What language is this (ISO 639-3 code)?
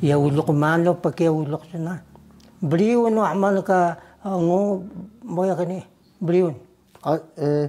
trv